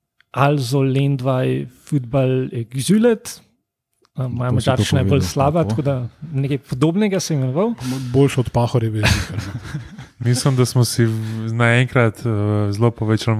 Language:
Slovenian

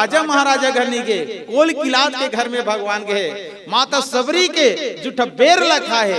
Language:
Chhattisgarhi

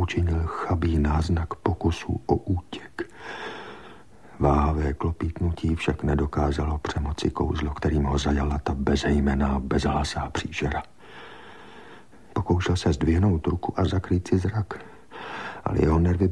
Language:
Czech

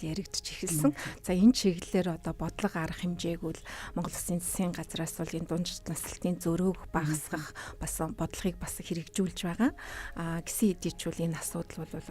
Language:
Mongolian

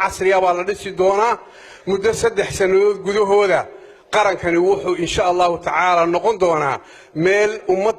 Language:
Somali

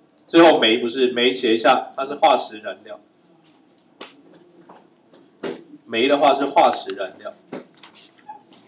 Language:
Chinese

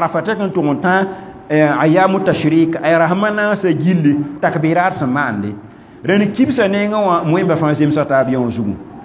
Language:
Mossi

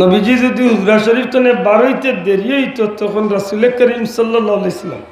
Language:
Sylheti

